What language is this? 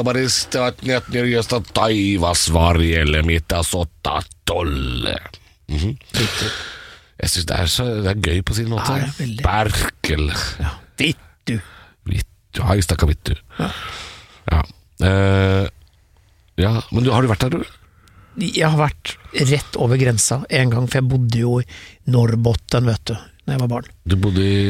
Norwegian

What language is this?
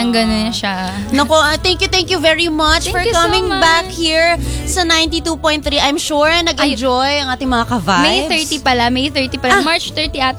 Filipino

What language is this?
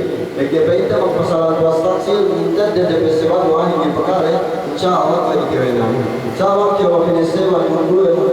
Yakan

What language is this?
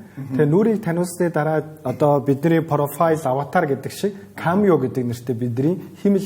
Mongolian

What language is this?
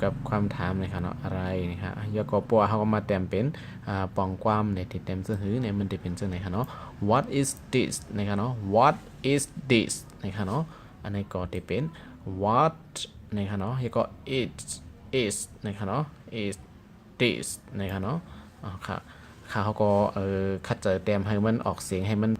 Shan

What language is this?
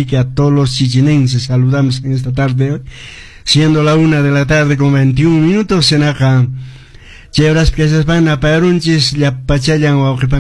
Quechua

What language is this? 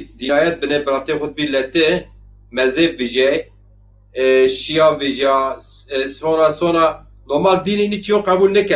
Zaza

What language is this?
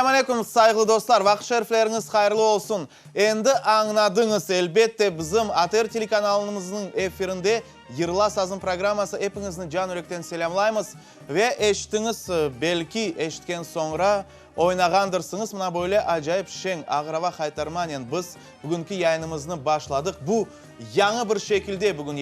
Crimean Tatar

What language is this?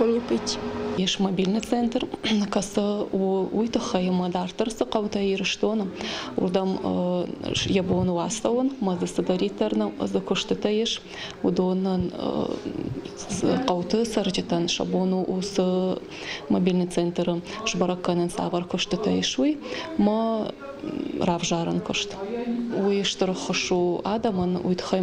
Ossetic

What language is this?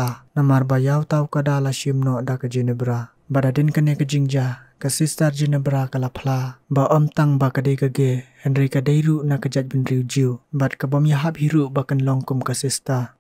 Khasi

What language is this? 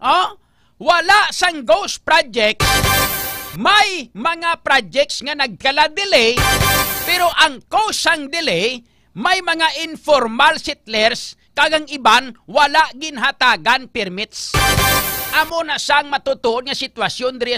Hiligaynon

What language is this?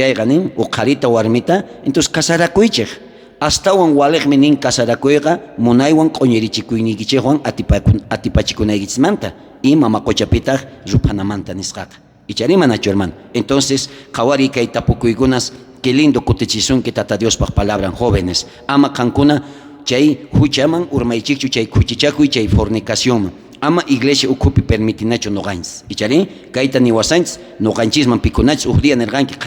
South Bolivian Quechua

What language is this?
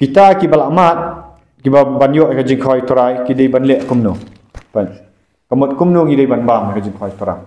Khasi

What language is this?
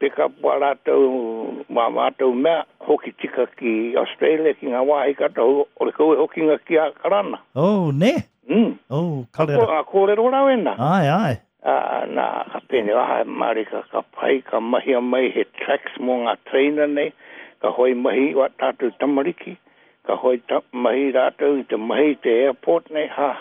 Māori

